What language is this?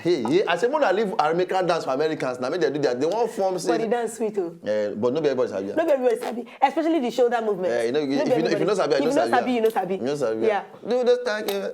Nigerian Pidgin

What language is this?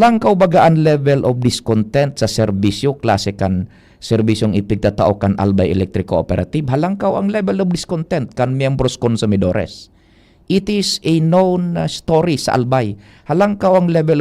Bikol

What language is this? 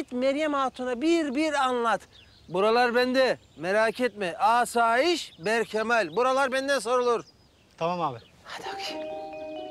Turkish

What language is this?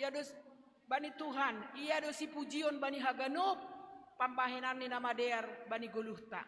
Batak Simalungun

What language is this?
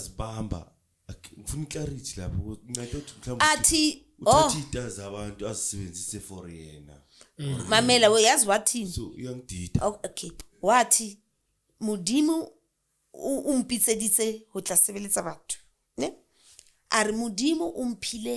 Zulu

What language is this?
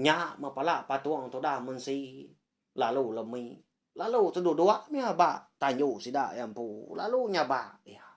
Iban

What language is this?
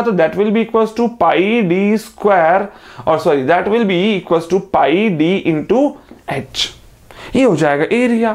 Hindi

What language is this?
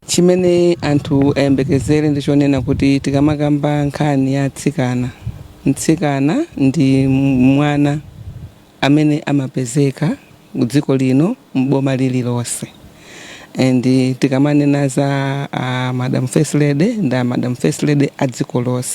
Nyanja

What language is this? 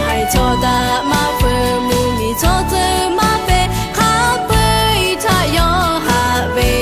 Lahu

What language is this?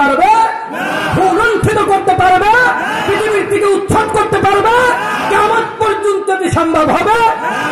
Bangla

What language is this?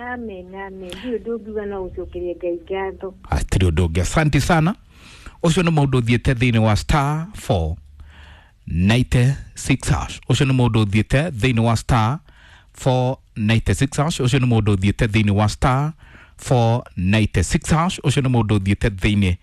Kikuyu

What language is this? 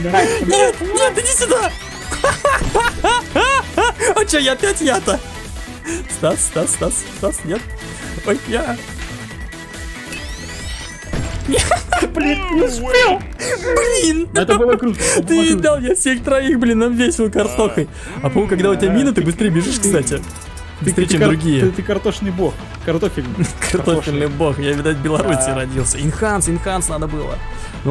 Russian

